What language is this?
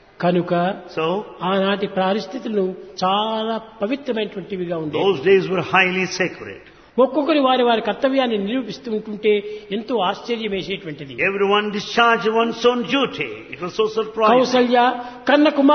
Telugu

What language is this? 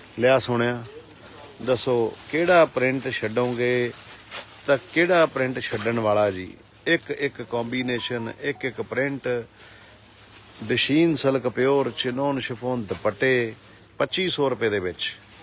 Punjabi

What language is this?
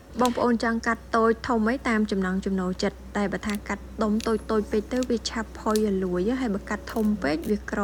Khmer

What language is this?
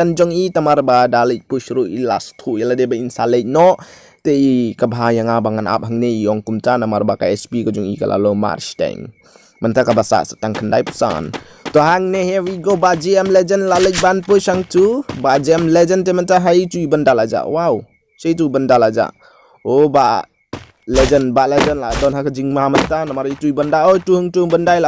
Khasi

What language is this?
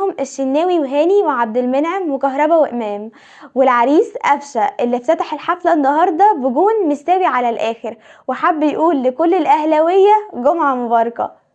Egyptian Arabic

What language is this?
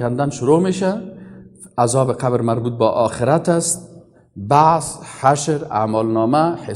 Persian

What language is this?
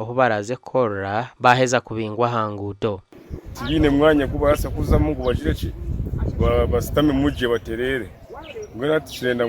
Nyankole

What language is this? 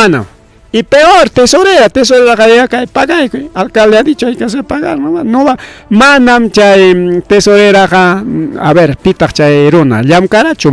Ayacucho Quechua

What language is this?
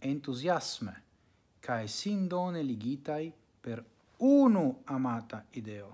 Esperanto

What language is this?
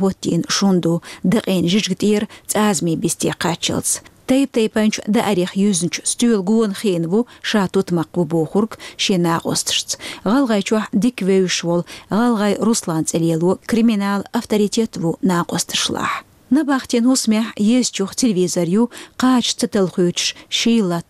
Chechen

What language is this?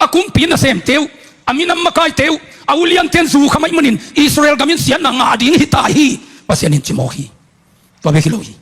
Tedim Chin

